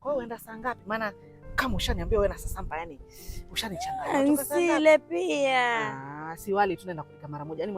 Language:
Swahili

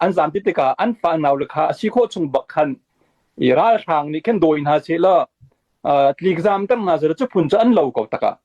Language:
Hakha Chin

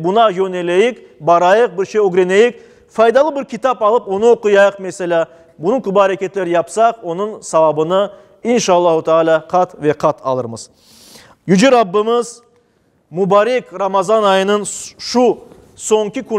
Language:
Crimean Tatar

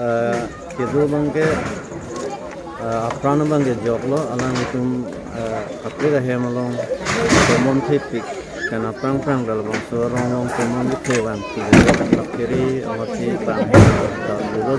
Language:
Karbi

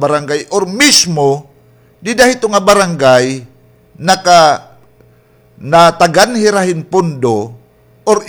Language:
Waray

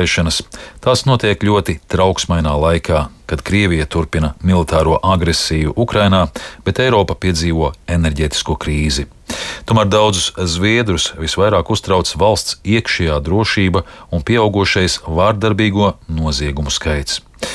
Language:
Latvian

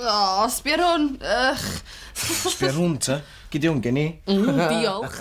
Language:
Welsh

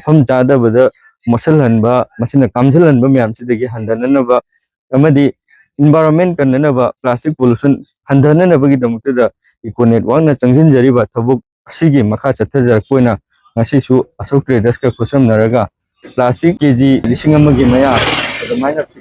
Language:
Manipuri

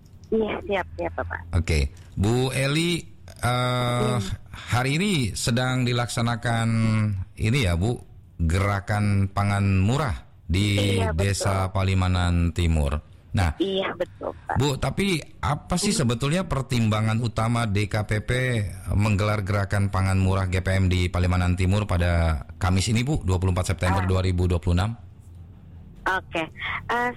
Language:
Indonesian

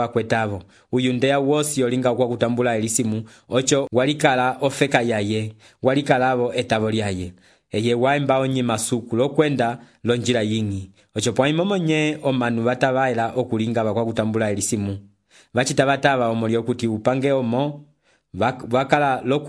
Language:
Umbundu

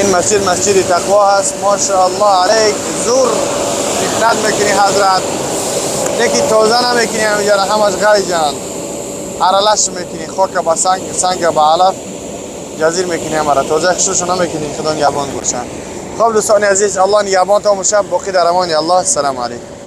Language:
Tajik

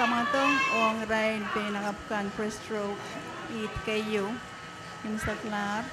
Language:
Pohnpeian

